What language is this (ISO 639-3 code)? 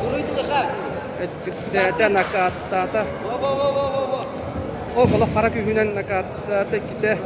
sah